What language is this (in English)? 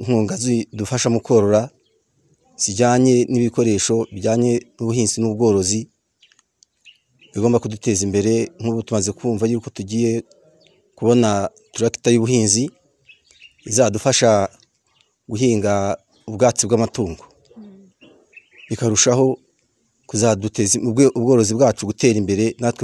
Kinyarwanda